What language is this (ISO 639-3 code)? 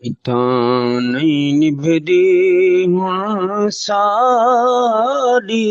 skr